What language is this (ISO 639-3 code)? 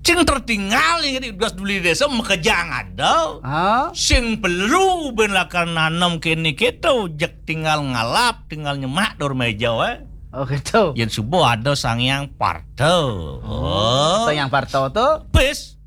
ban